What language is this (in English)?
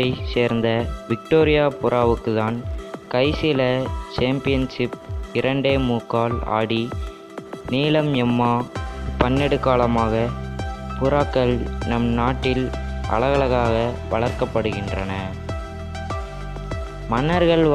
Tamil